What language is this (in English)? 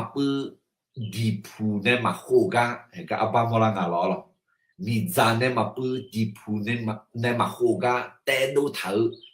Akha